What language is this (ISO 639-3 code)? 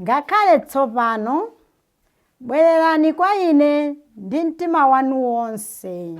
nya